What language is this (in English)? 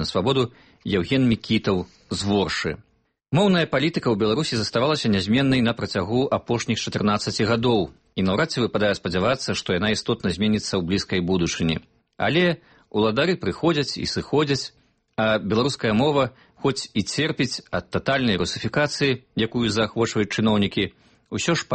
Belarusian